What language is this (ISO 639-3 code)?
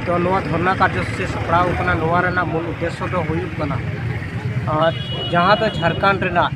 sat